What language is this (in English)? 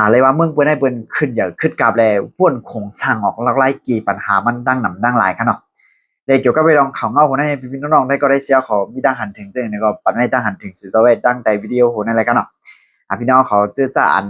Shan